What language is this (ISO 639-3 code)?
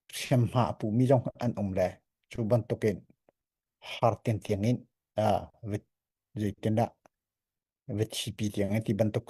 cnh